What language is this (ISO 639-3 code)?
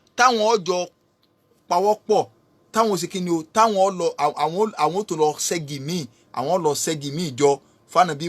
yor